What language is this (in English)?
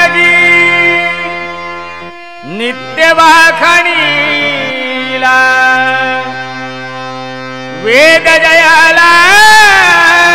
Marathi